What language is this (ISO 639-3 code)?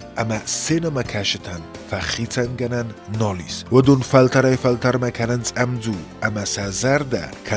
oss